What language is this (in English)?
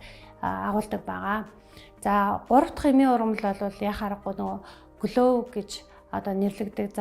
Mongolian